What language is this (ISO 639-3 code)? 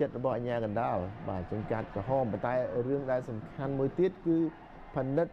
khm